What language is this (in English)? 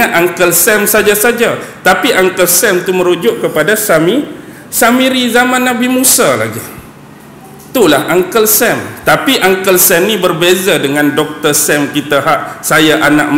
Malay